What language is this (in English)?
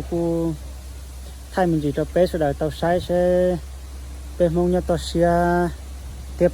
Hmong